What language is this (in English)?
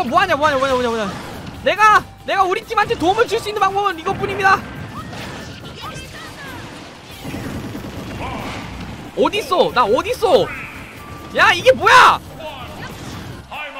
Korean